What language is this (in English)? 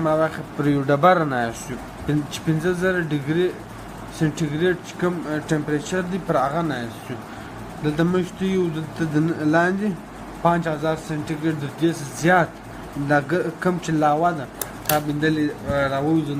Pashto